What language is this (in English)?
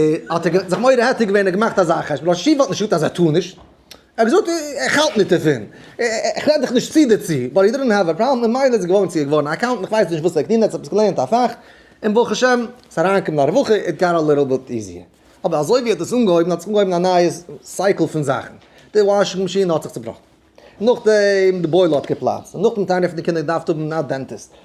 Yiddish